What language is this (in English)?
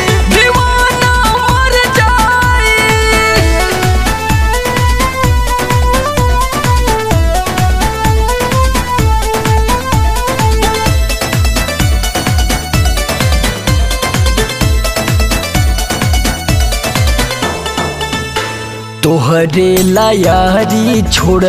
Bhojpuri